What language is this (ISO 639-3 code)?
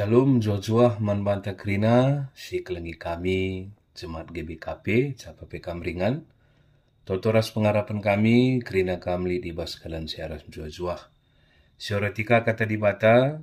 btx